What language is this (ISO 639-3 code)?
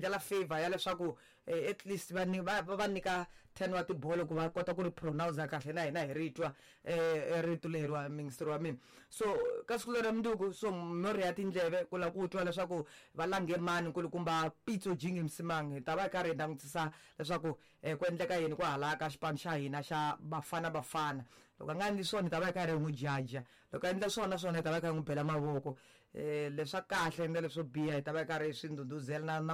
tso